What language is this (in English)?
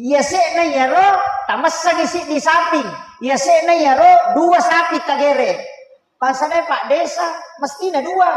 Buginese